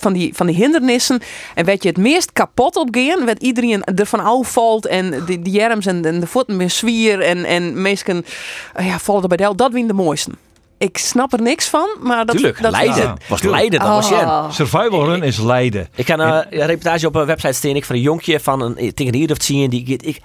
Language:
Western Frisian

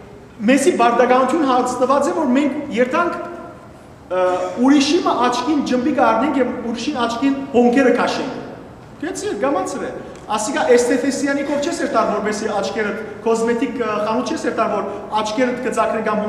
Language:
Western Armenian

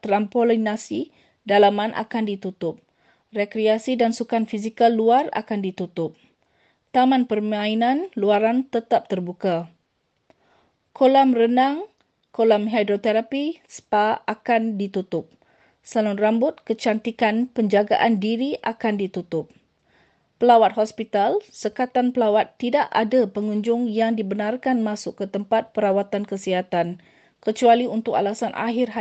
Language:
Malay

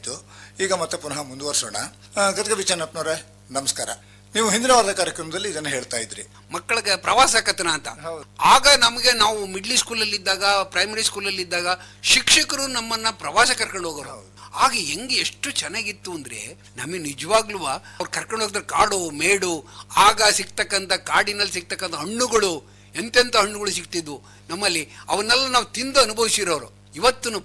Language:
Kannada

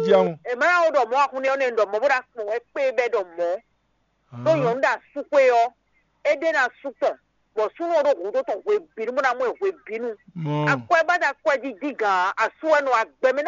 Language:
Fon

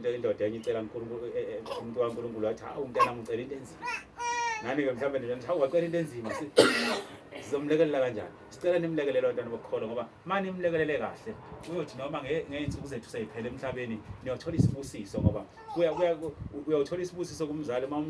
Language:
Zulu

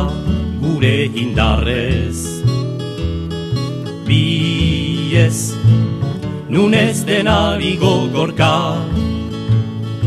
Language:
Basque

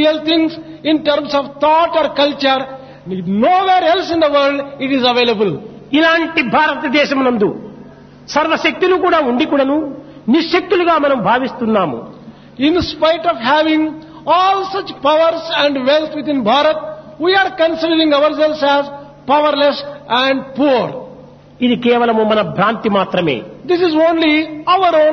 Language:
Telugu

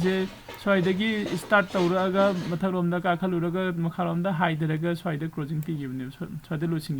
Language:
Manipuri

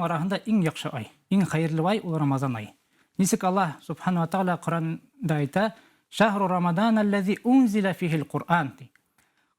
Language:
Bashkir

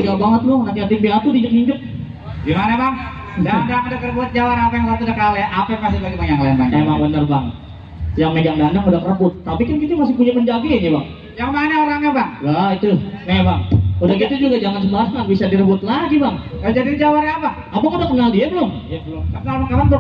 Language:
Betawi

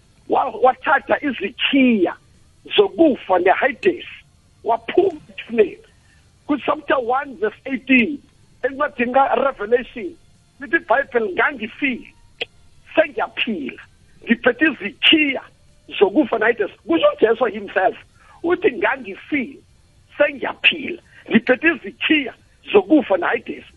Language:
South Ndebele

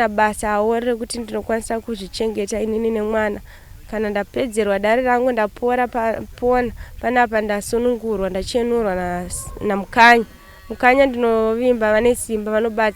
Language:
Shona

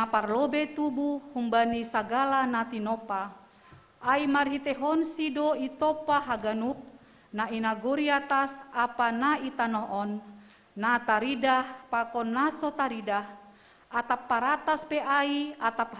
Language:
Batak Simalungun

